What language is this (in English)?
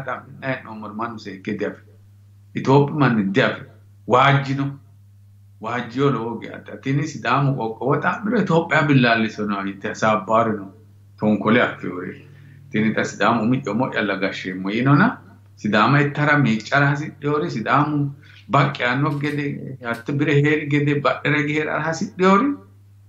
Sidamo